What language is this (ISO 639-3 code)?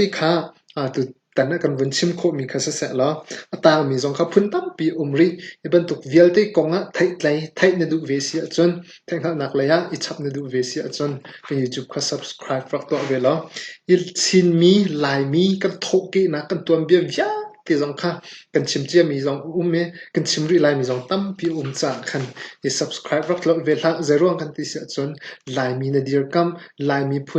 cnh